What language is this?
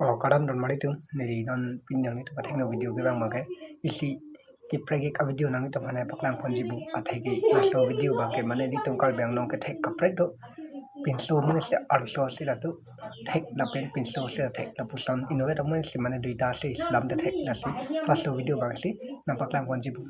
Karbi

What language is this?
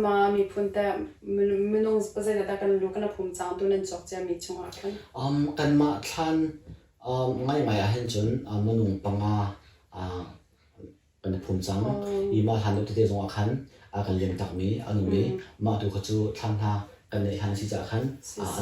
Hakha Chin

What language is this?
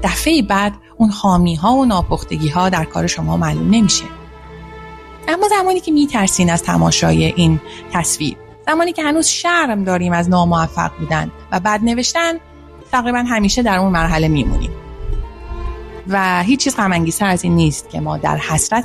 Persian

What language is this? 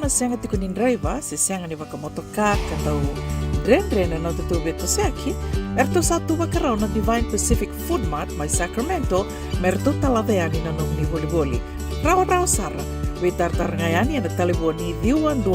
Fijian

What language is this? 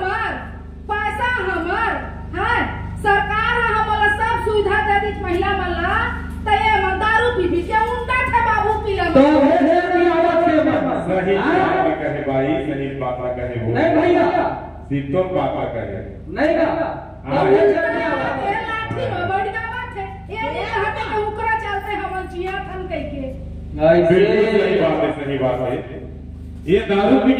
Chhattisgarhi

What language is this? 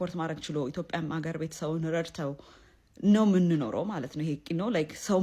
Amharic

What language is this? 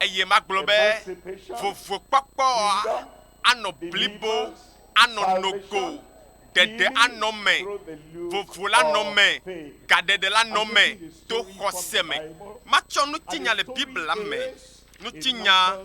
Ewe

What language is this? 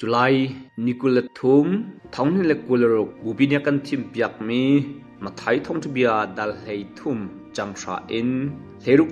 Hakha Chin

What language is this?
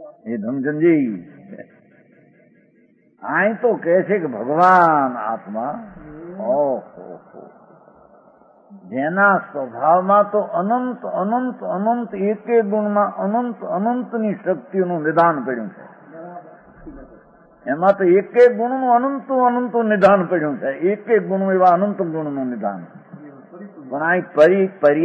Gujarati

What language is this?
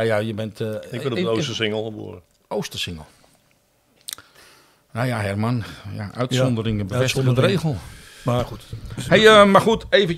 Dutch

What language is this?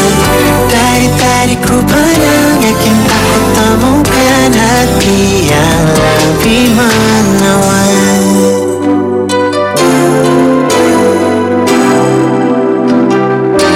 Indonesian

